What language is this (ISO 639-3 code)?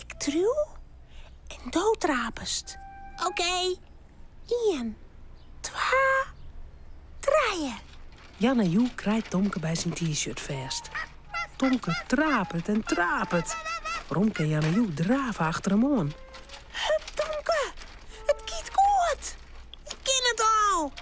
fry